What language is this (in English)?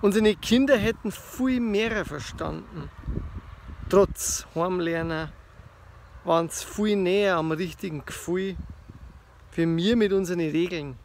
Bavarian